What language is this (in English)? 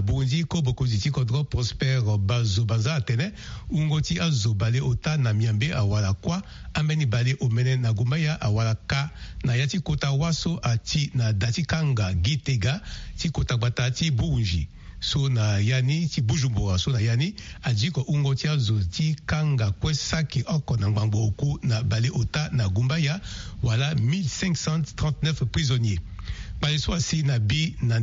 Sango